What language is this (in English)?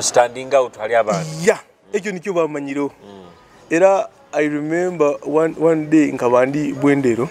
Nyoro